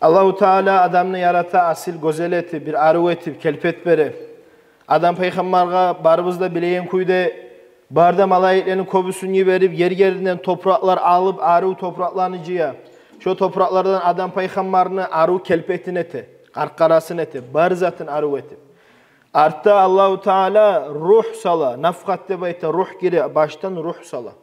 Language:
Kumyk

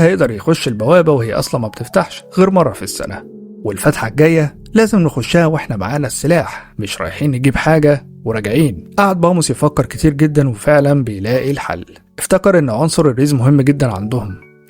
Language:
Egyptian Arabic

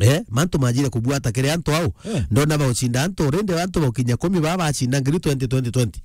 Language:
Meru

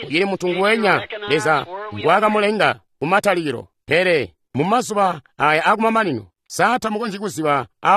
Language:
Tonga (Zambia)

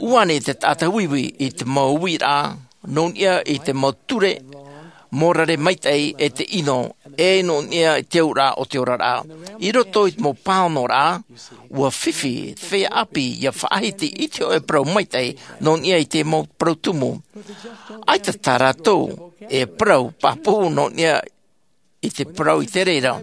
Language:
Tahitian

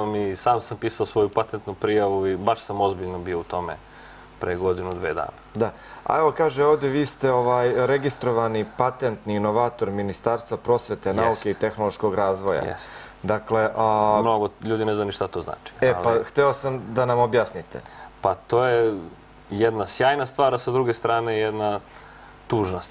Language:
Serbian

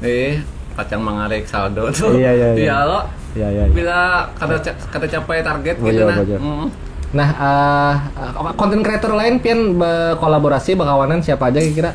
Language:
Banjar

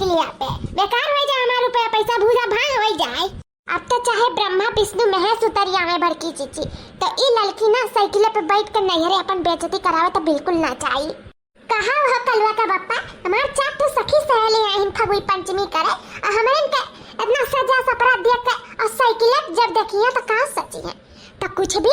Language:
Awadhi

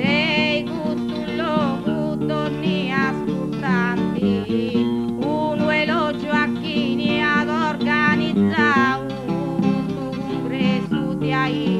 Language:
Sardinian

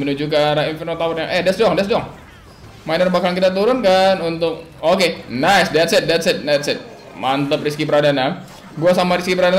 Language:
Indonesian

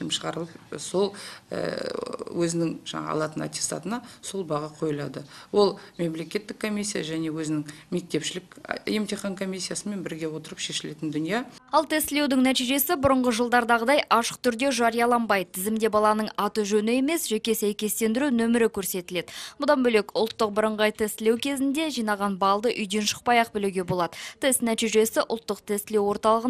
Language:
Kazakh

